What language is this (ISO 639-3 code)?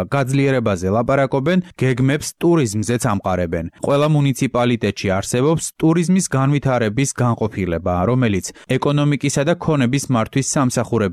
kat